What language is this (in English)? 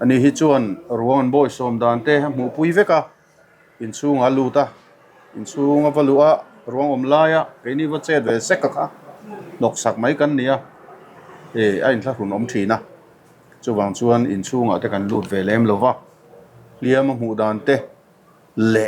Mizo